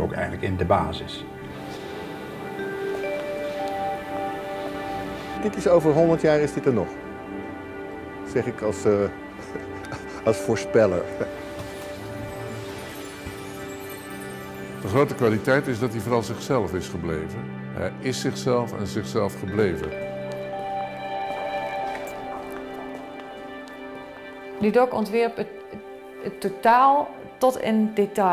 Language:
Dutch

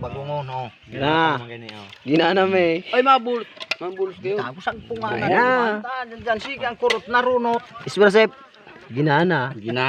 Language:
Bikol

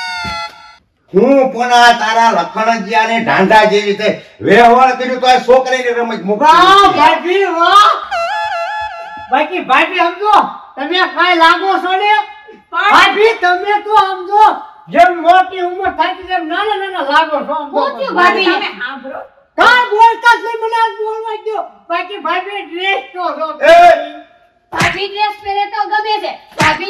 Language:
Gujarati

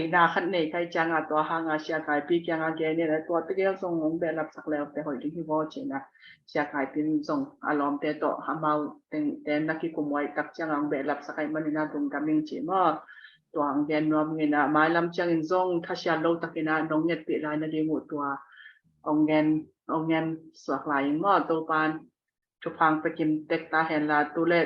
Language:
Tedim Chin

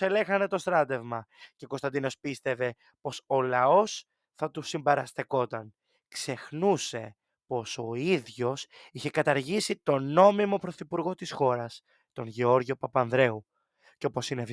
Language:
Greek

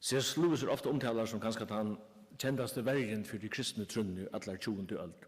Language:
Faroese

